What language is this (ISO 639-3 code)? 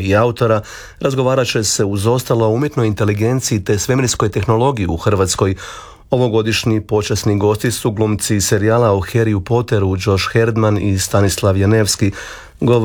hrv